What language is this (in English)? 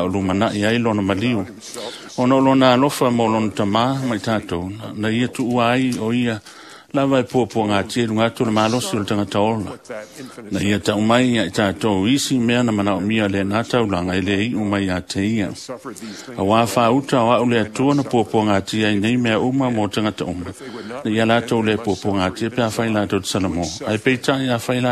Samoan